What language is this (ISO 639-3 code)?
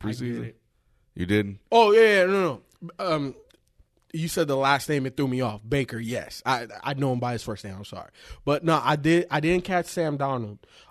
eng